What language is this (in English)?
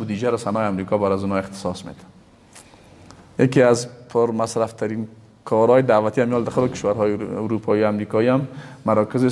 Persian